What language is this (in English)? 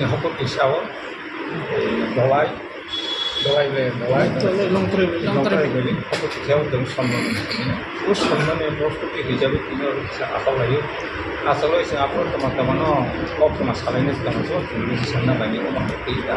Riang (India)